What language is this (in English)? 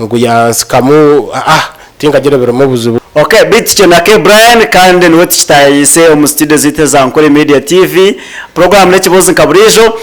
Nyankole